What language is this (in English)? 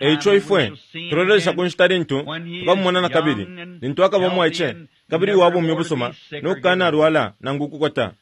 Bemba